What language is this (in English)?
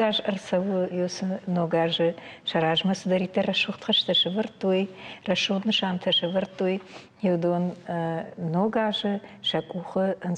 Ossetic